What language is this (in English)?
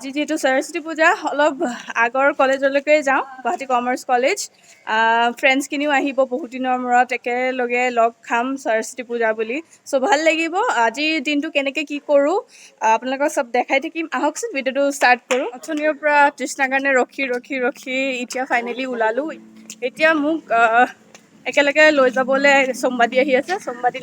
Assamese